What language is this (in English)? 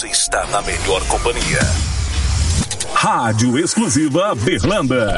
Portuguese